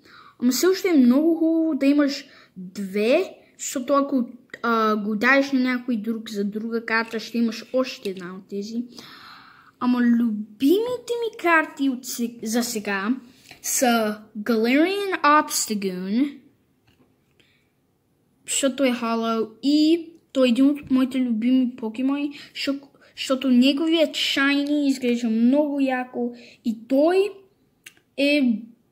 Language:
Bulgarian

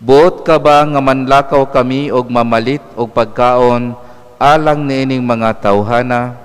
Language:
Cebuano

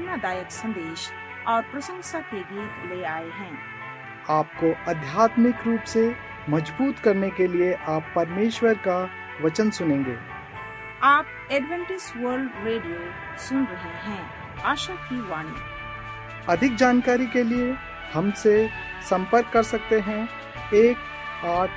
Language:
Hindi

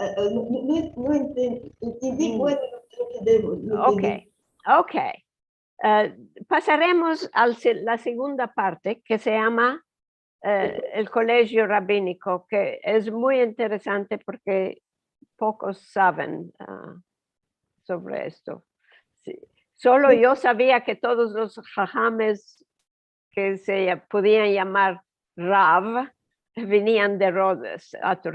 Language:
Ladino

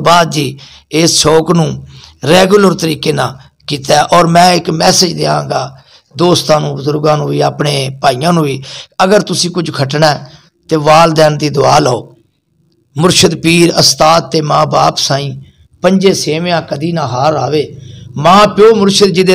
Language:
Saraiki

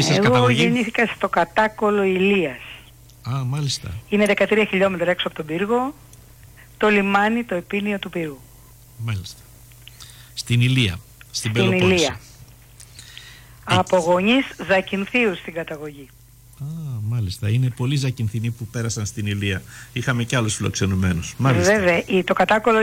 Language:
Greek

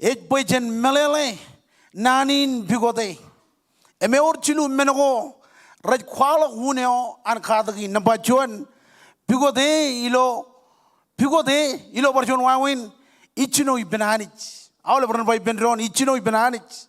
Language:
Marshallese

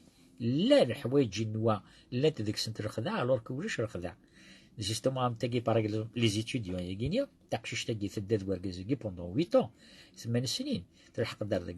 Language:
Kabyle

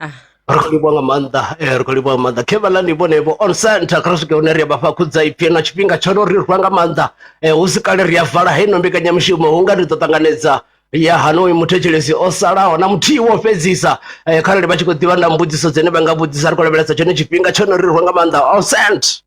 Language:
Venda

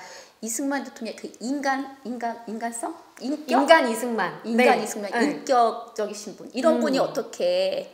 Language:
Korean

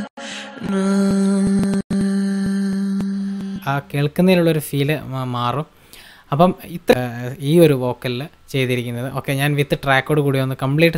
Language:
Malayalam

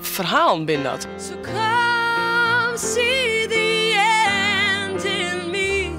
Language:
Western Frisian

